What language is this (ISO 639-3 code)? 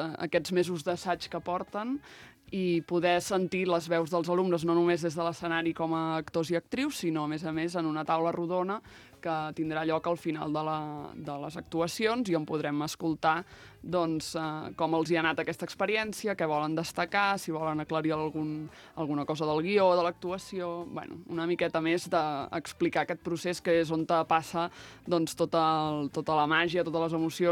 cat